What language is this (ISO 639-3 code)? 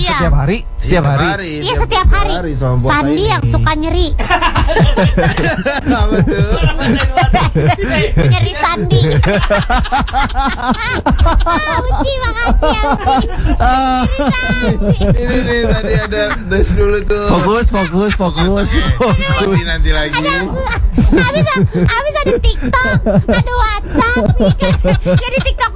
ind